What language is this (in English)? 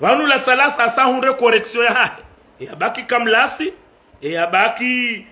Ngazidja Comorian